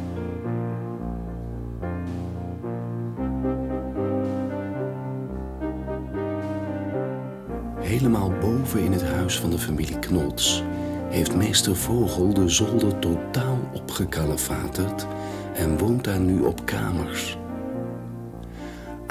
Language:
Dutch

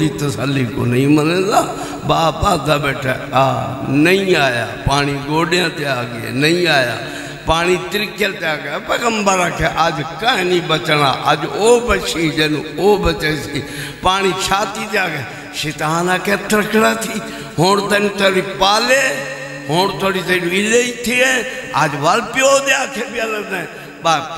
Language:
Saraiki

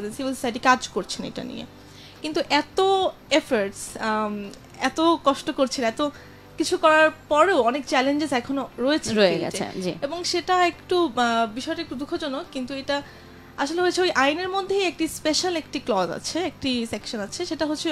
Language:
Bangla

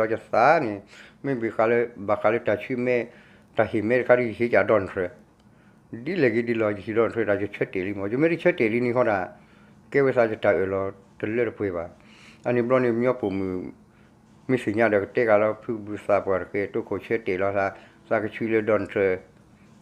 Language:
S'gaw Karen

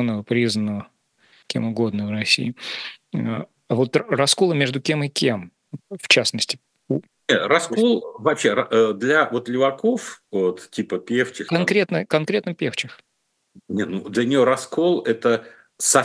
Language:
Russian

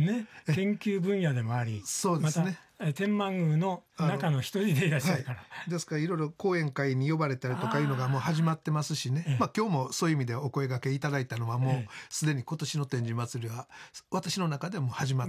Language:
Japanese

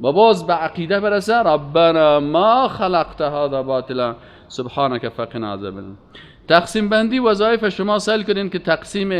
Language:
Persian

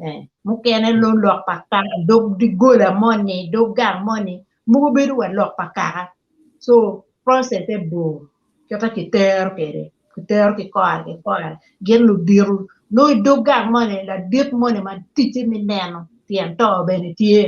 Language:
Acoli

